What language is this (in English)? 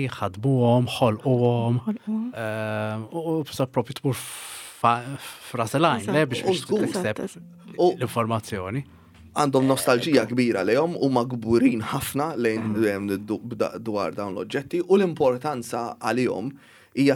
Maltese